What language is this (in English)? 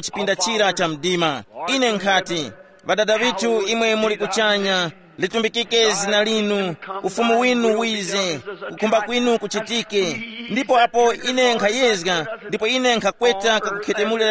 Tumbuka